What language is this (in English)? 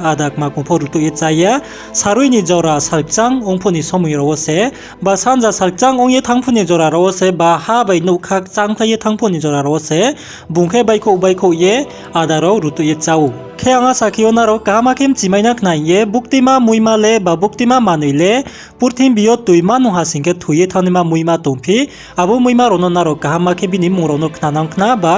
Riang (India)